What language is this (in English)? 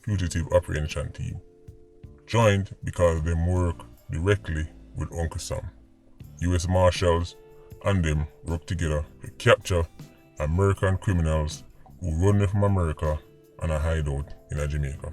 Jamaican Creole English